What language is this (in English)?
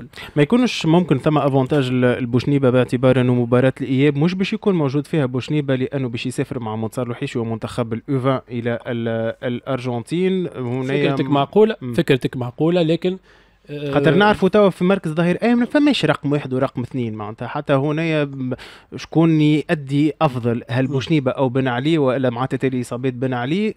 Tunisian Arabic